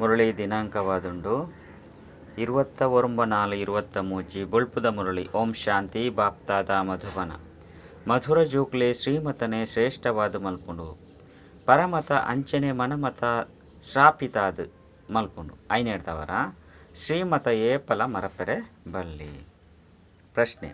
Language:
Tulu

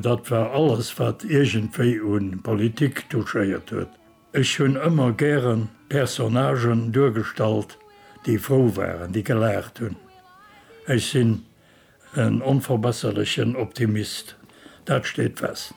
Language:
Luxembourgish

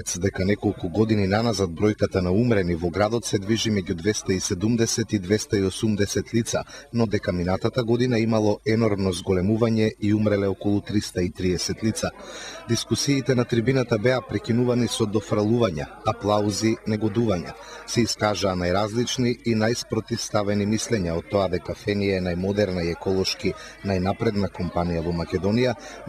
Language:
Macedonian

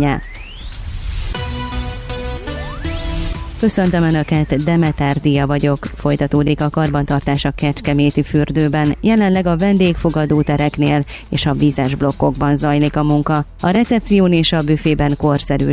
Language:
Hungarian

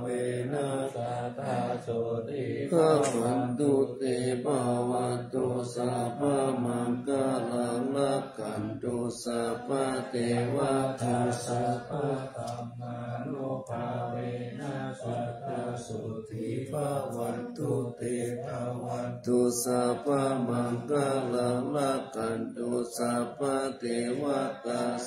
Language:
Pali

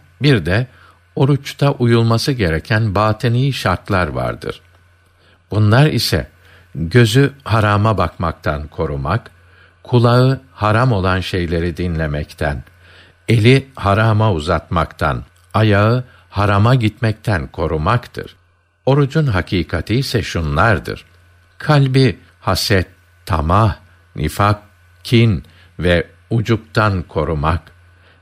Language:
Turkish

